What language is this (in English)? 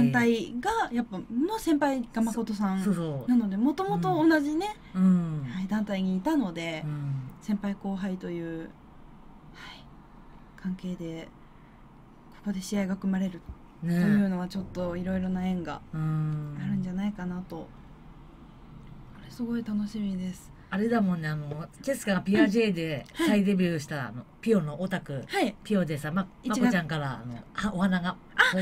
Japanese